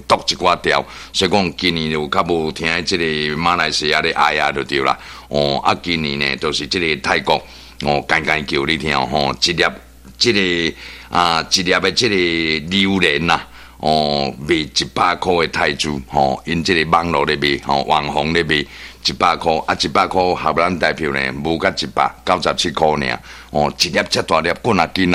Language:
Min Nan Chinese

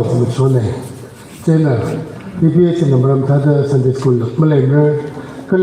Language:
Tangkhul Naga (India)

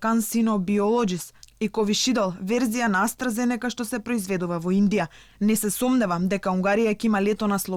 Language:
Macedonian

